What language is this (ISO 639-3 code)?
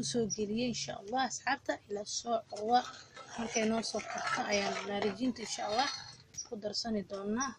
som